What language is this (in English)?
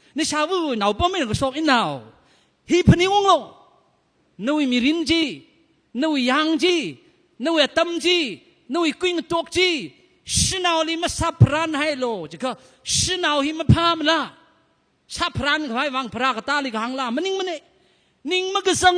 Tangkhul Naga (India)